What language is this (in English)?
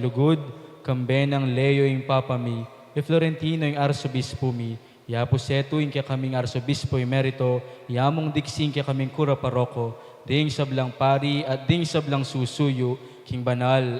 Pampanga